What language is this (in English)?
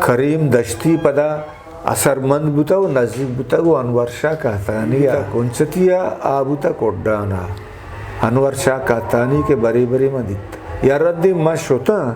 Eastern Balochi